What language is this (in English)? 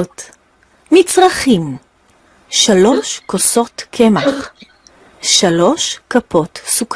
Hebrew